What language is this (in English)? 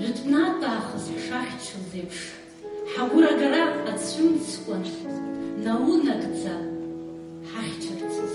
Abkhazian